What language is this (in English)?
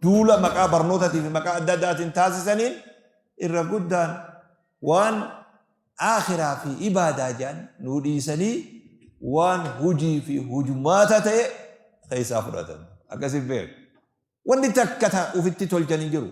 Oromo